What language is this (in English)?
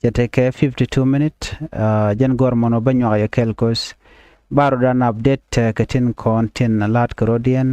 Nuer